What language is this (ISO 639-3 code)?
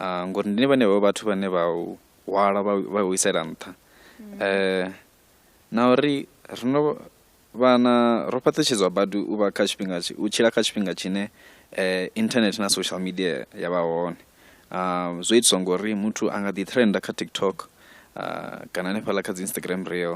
ven